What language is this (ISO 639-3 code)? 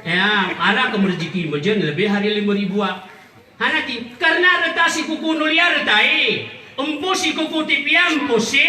gay